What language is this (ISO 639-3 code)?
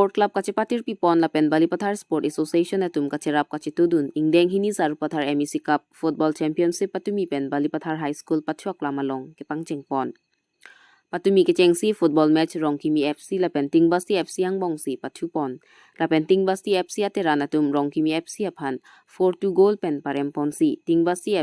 mjw